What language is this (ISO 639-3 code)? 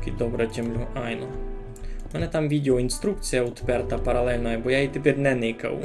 rue